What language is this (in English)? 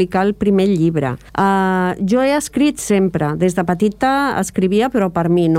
Catalan